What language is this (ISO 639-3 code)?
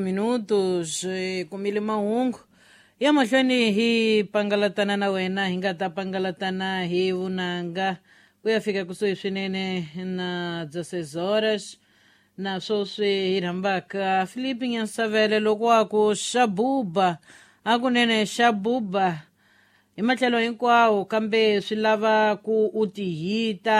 tso